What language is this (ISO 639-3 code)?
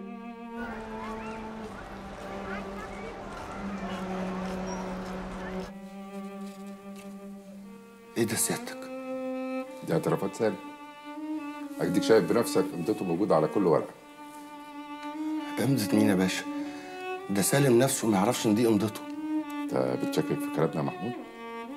arz